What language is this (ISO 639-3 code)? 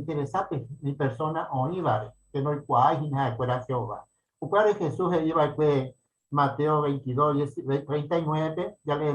grn